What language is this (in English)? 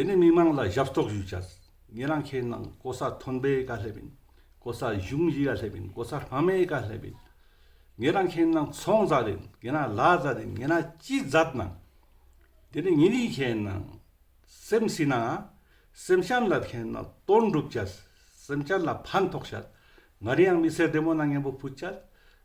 Ladakhi